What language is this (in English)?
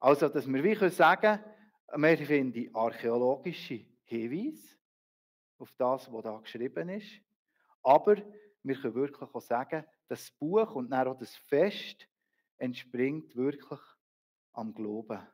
Swiss German